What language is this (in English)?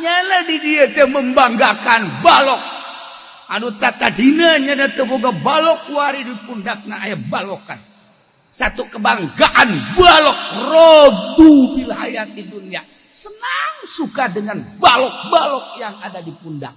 Sundanese